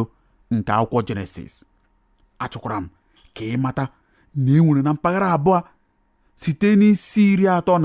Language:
Igbo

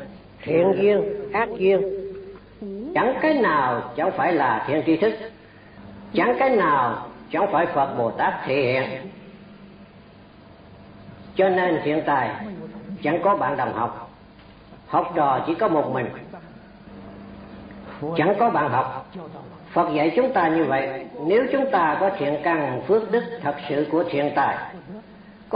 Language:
Vietnamese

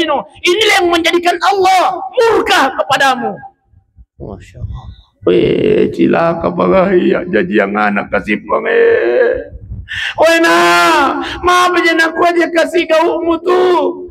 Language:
Buginese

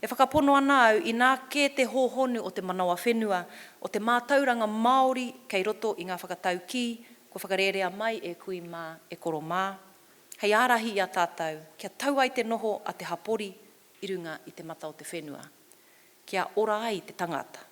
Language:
Māori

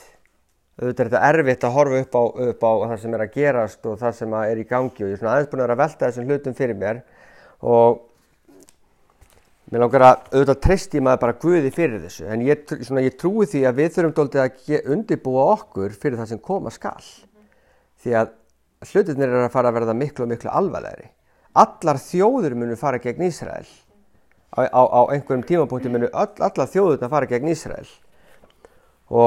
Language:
Icelandic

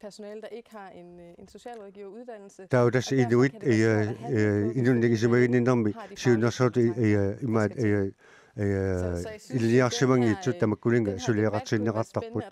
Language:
Kalaallisut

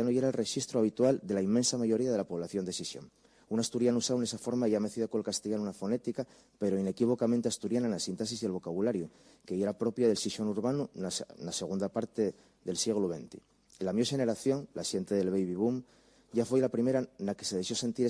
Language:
Asturian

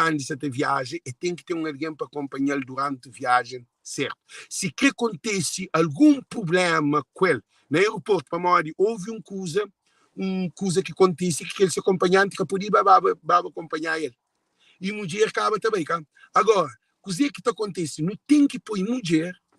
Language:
Kabuverdianu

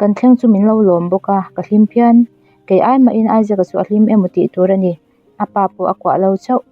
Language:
Mizo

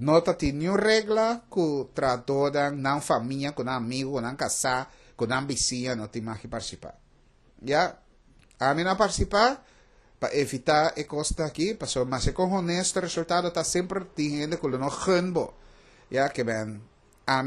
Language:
Papiamento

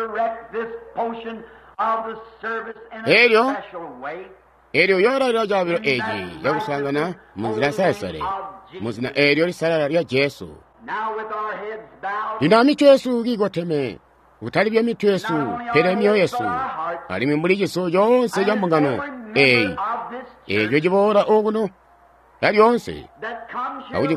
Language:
Tonga (Zambia)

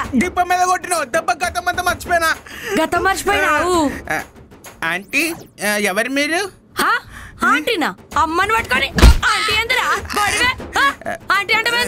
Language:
Telugu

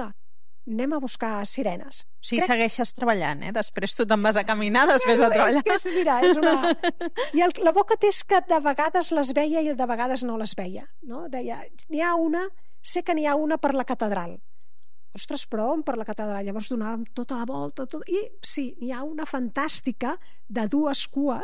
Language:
Catalan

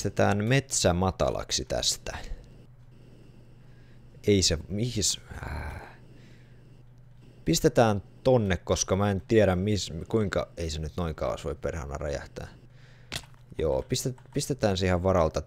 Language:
Finnish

